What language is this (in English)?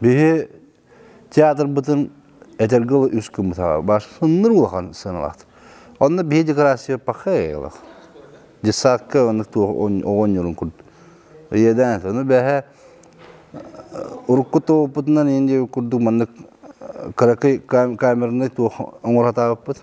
Yakut